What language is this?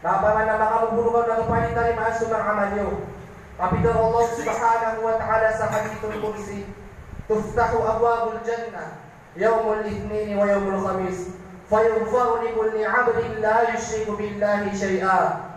Maranao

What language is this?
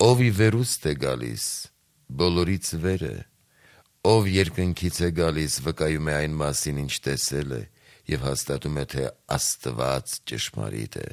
Armenian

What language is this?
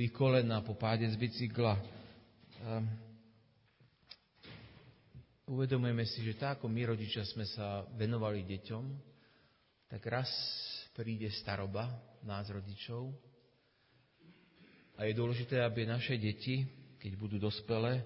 Slovak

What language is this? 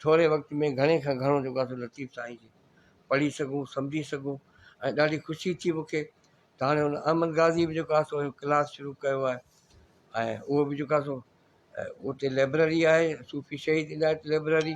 Sindhi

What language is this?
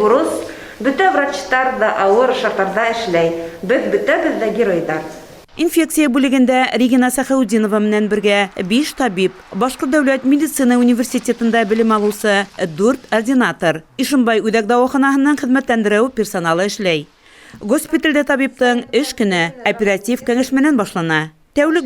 Bashkir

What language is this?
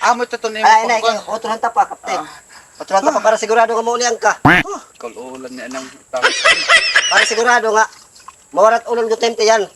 Waray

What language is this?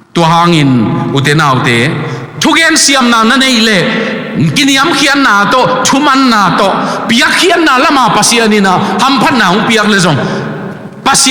Tedim Chin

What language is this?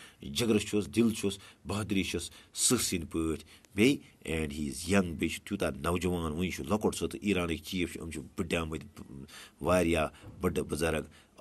Kashmiri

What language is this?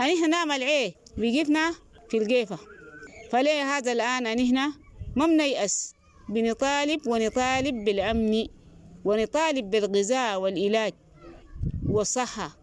Sudanese Arabic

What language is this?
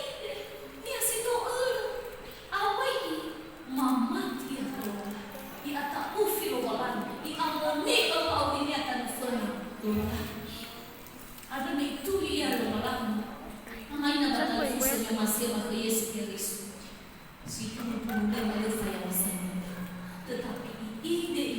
Nias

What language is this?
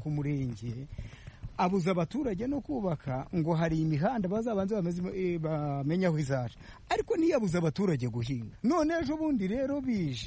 Kinyarwanda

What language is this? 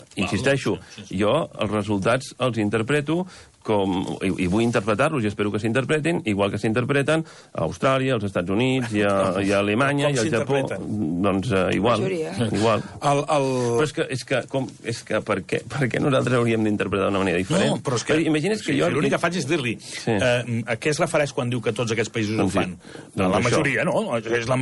Catalan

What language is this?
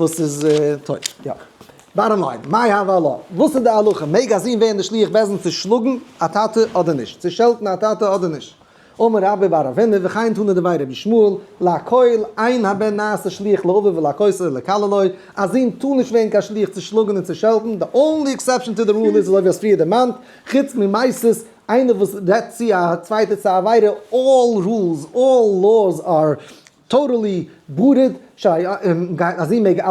Yiddish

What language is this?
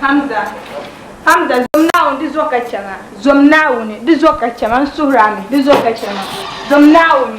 Dagbani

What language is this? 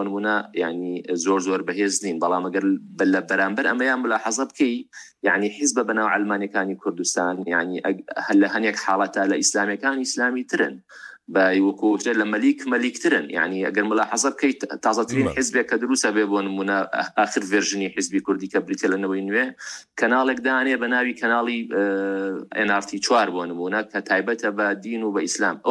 Central Kurdish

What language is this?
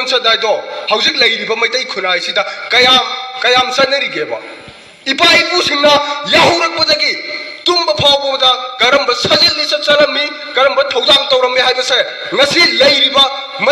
Manipuri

